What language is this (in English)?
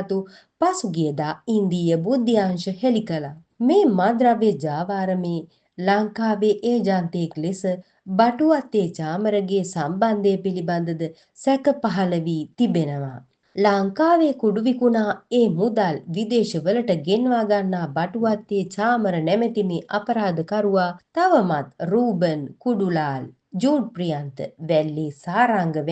Sinhala